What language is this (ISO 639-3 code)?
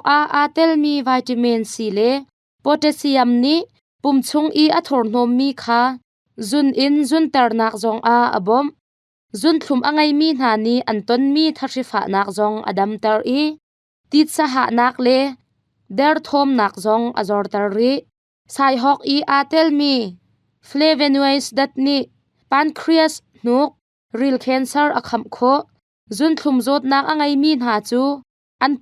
cnh